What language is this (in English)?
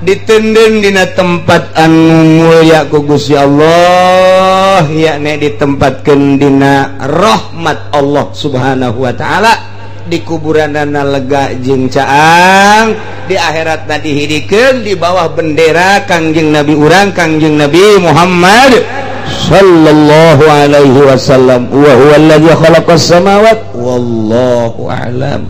Sundanese